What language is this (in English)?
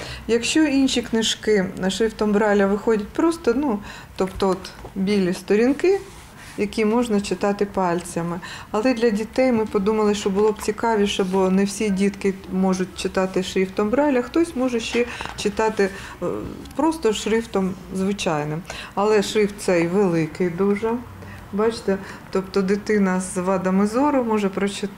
Ukrainian